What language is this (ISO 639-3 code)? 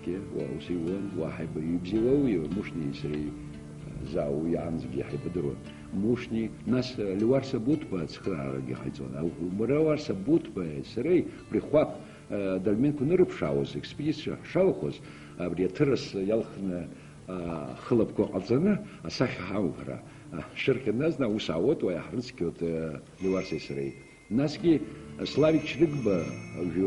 abk